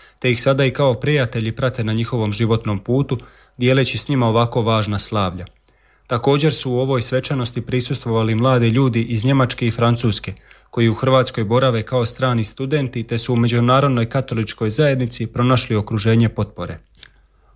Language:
Croatian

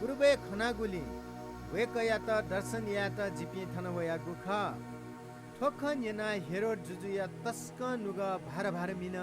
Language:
Newari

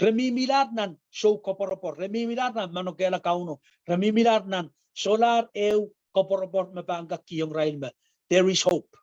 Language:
Pohnpeian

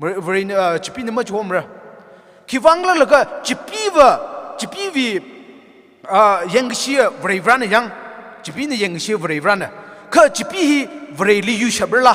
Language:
Tangkhul Naga (India)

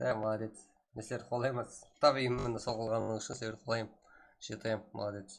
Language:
Kara-Kalpak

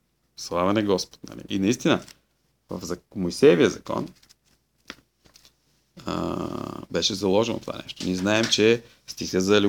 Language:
Bulgarian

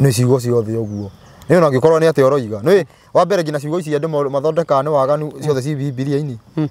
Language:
Kikuyu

